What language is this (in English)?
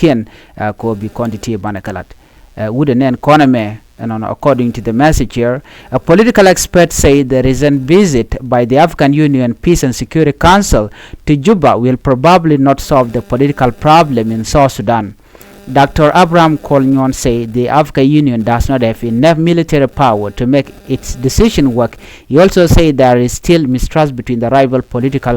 Nuer